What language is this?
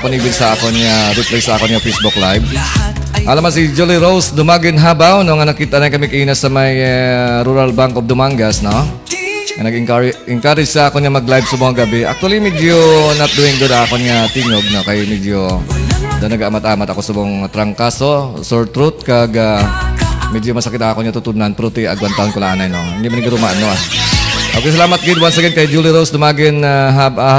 Hiligaynon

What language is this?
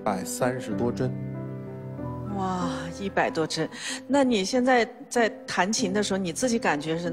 Chinese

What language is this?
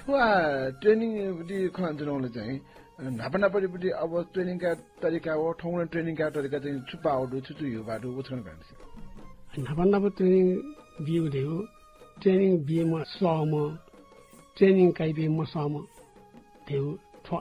Newari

